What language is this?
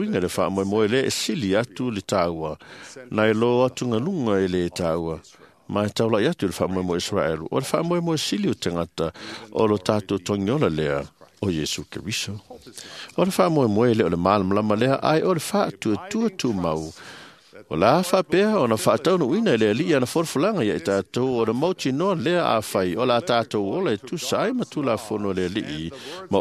Samoan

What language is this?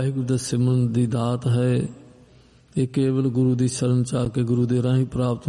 Punjabi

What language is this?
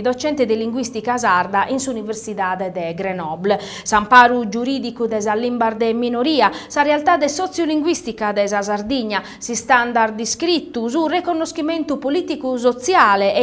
Sardinian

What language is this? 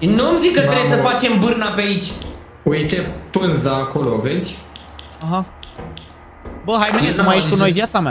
Romanian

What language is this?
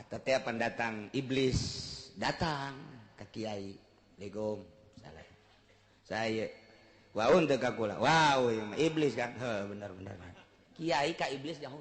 Sundanese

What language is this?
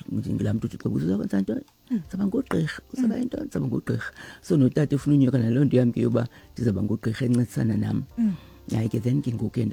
Xhosa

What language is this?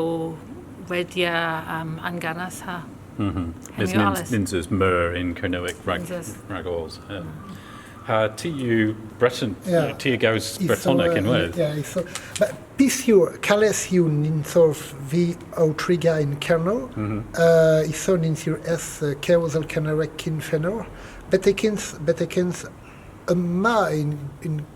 Cornish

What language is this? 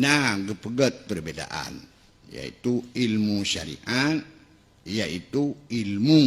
Achinese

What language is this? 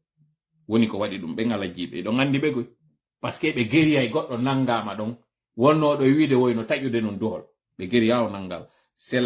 Fula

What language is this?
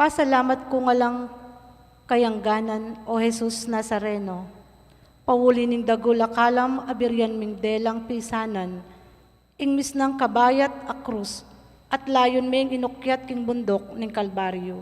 Pampanga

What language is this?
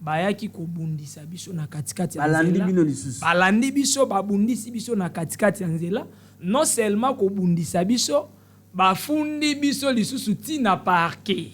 Lingala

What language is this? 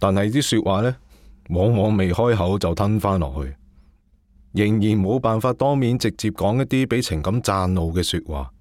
Cantonese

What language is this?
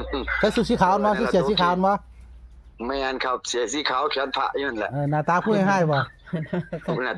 Northeastern Thai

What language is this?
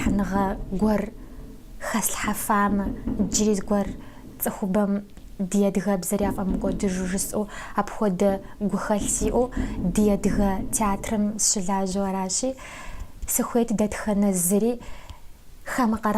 Kabardian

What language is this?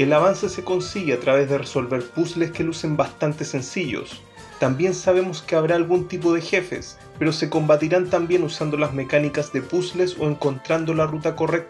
Spanish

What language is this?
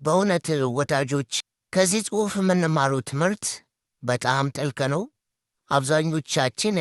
Amharic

